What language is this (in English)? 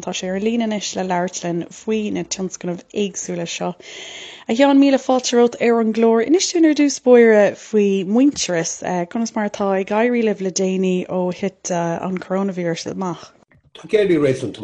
Irish